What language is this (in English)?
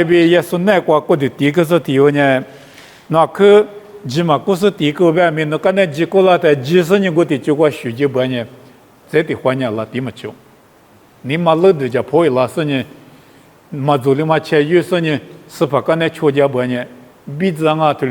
Lisu